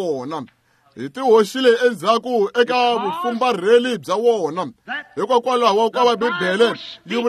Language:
Tsonga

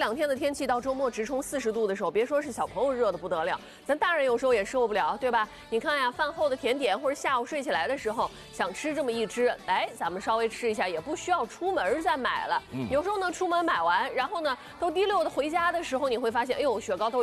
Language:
Chinese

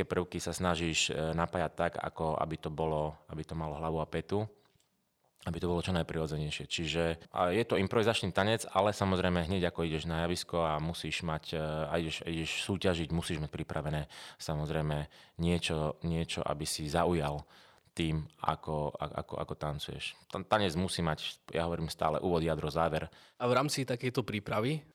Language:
Slovak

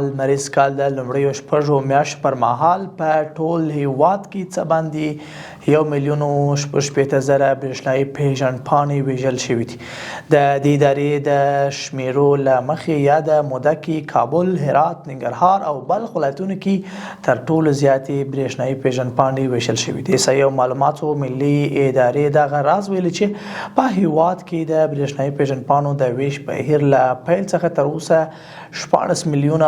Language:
Pashto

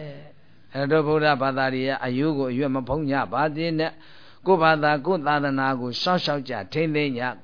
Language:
Burmese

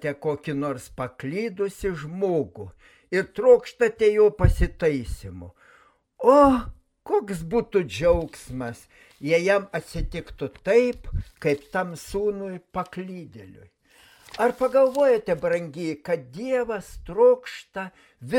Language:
Lithuanian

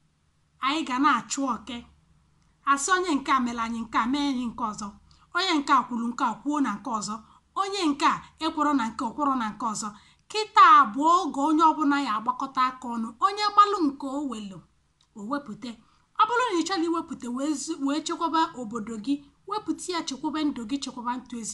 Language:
Igbo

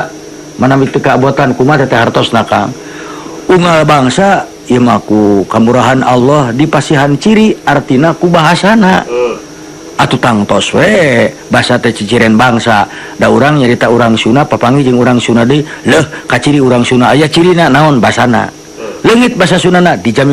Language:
Sundanese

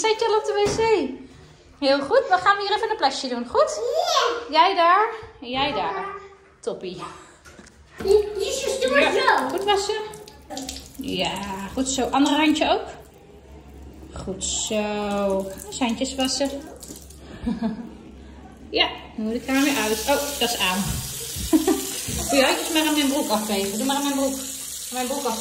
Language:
Dutch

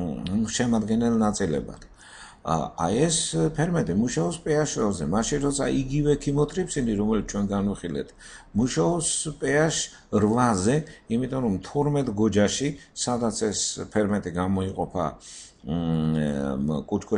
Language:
Georgian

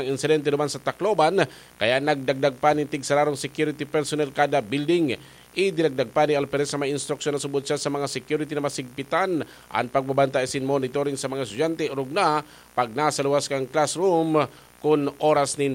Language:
Bikol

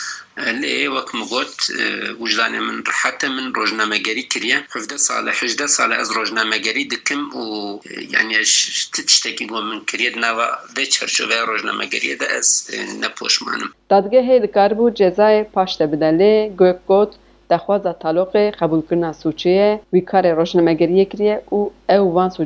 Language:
Kurdish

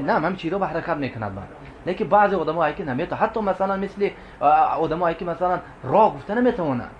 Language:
Tajik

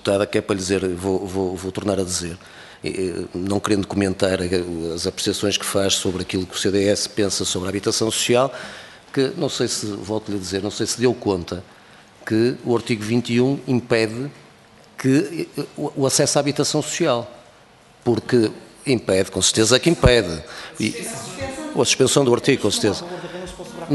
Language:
Portuguese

